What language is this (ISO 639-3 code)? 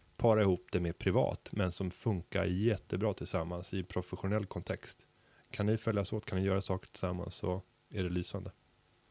swe